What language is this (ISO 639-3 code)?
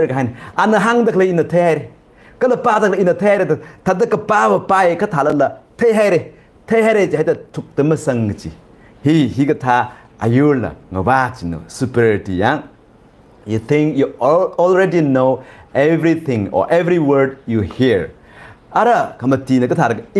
nmf